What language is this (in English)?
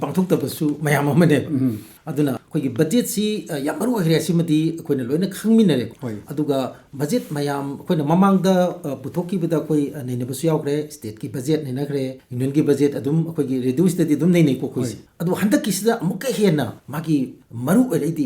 Manipuri